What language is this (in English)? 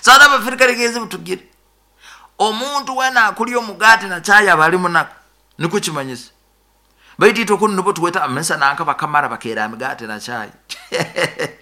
Nyoro